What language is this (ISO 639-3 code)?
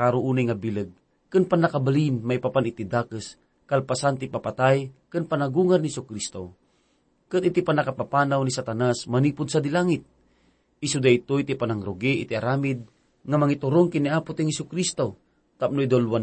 ilo